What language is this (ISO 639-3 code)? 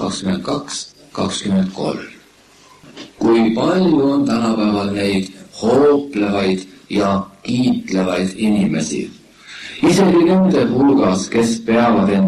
est